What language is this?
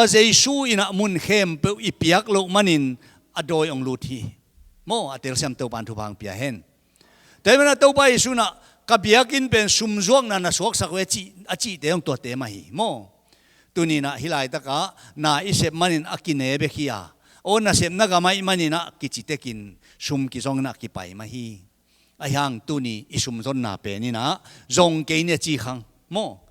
Tedim Chin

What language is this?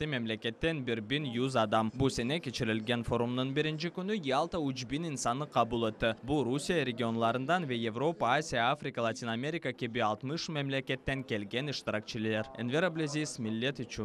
Crimean Tatar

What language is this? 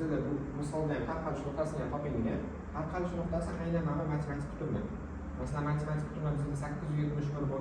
Uzbek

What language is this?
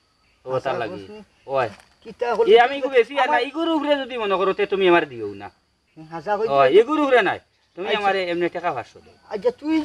Sylheti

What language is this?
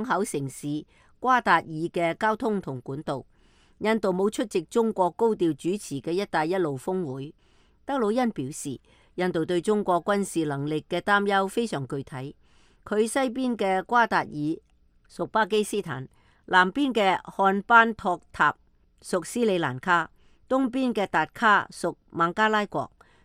Cantonese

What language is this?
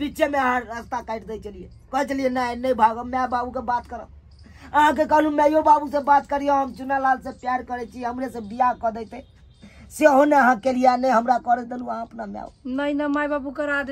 Maithili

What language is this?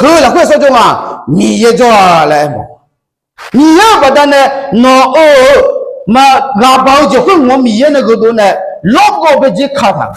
Akha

